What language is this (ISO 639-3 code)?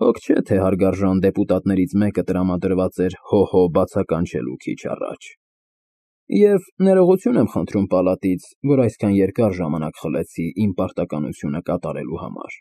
hye